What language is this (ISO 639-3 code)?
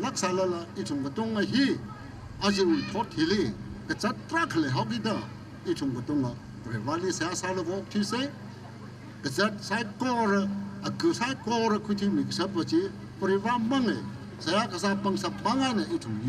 nmf